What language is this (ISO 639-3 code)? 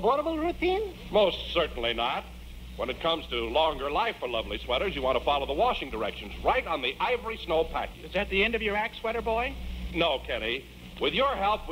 eng